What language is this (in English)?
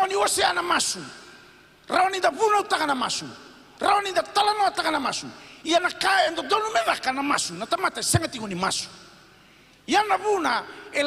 Fijian